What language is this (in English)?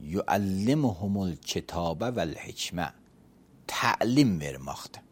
Azerbaijani